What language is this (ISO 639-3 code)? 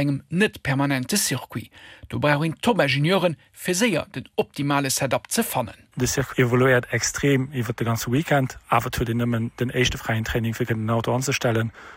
ltz